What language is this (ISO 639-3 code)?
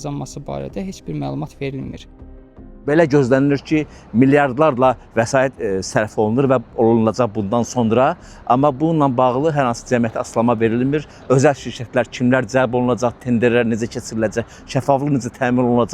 aze